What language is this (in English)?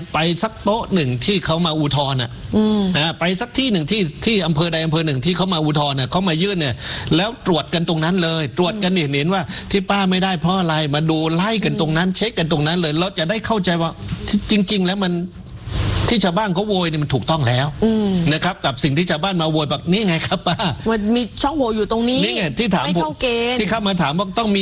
Thai